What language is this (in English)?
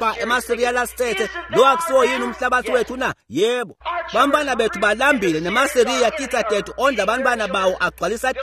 Swati